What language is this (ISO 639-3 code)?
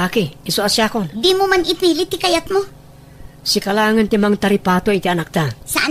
ilo